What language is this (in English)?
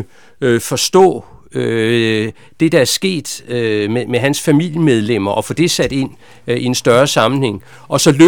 Danish